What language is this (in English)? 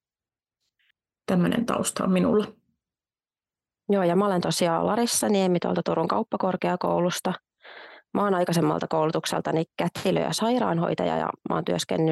Finnish